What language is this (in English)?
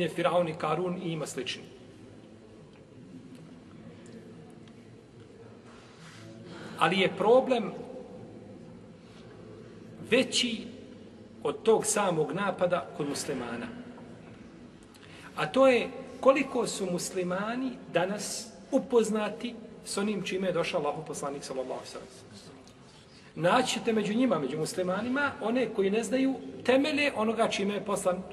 Bosnian